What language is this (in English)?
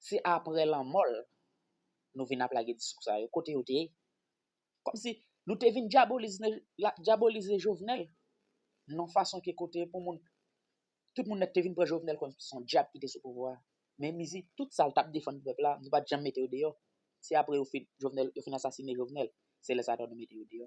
Haitian Creole